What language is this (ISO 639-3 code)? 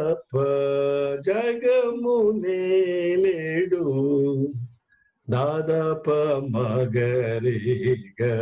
tel